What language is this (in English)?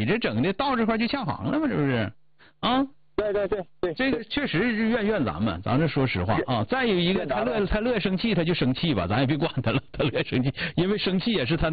Chinese